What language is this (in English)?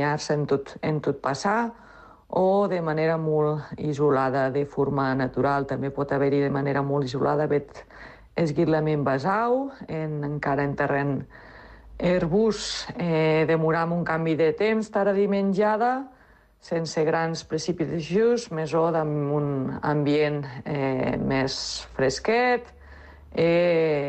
Catalan